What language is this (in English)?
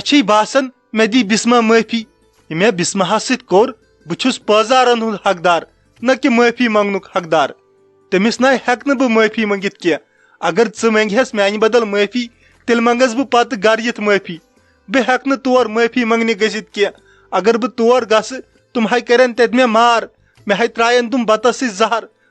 Kashmiri